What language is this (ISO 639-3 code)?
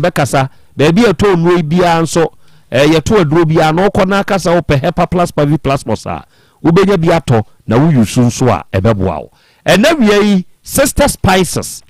aka